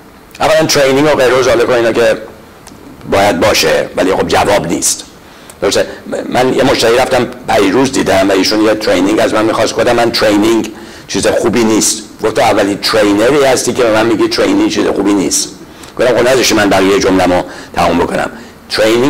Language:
Persian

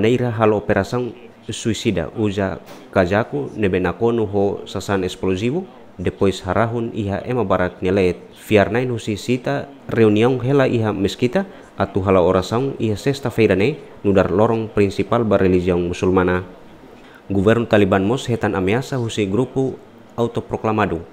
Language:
Tetum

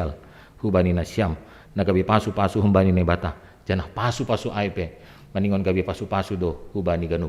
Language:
Batak Simalungun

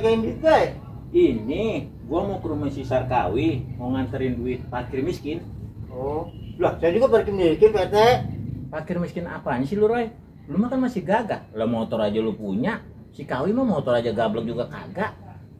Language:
Betawi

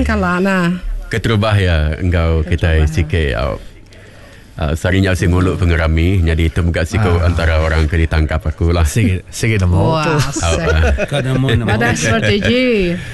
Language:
Iban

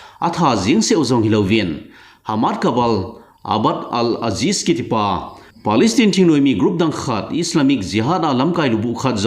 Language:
Thado Chin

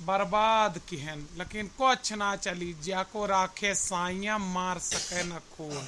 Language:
Awadhi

